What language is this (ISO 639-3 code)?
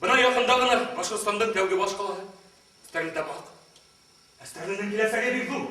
bak